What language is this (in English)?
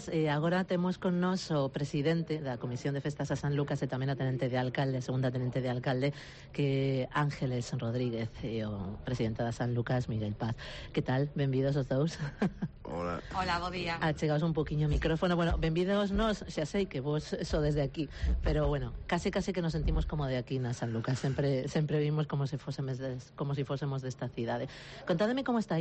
Galician